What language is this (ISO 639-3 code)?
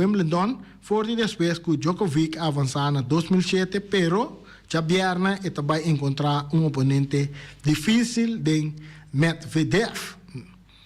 pap